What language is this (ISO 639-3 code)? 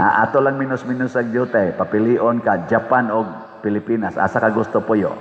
ceb